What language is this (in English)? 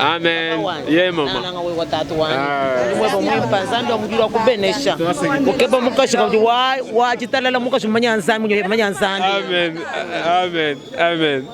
Luba-Lulua